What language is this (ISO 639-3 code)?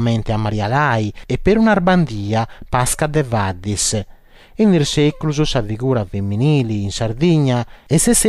srd